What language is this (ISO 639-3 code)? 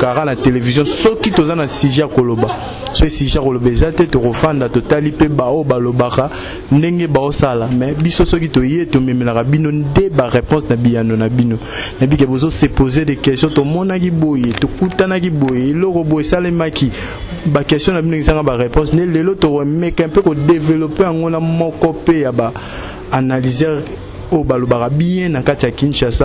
lin